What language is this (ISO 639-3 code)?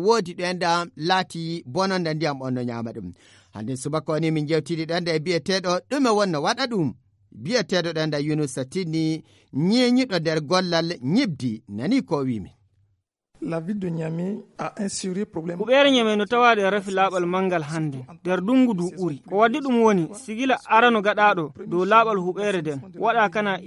fuv